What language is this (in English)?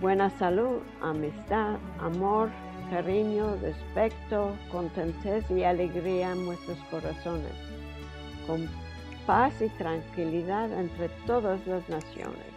Ladino